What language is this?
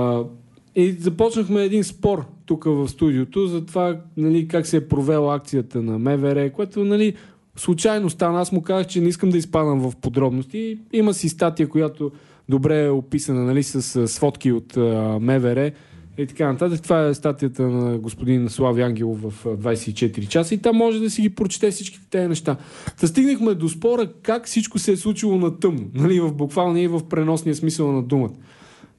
Bulgarian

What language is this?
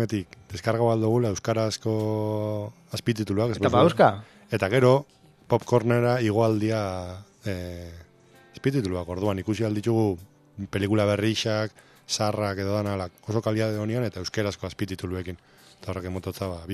Basque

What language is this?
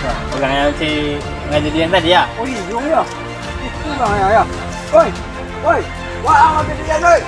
Minangkabau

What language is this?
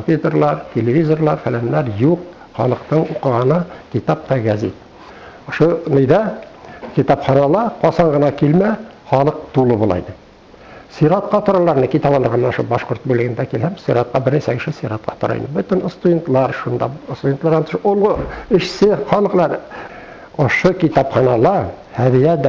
Bashkir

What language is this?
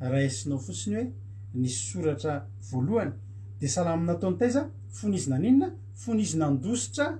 Malagasy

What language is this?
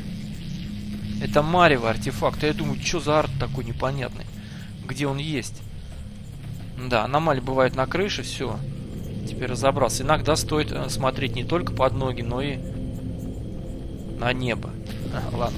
Russian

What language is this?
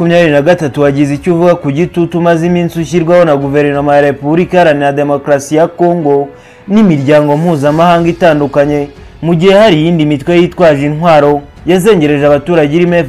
Kinyarwanda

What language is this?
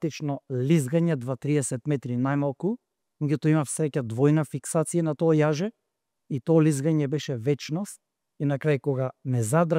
Macedonian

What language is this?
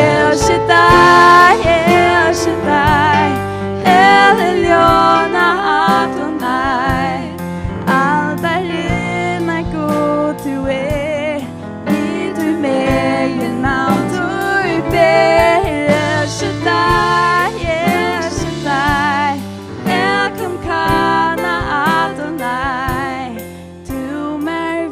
Faroese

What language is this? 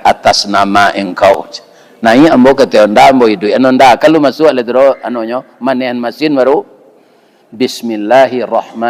Minangkabau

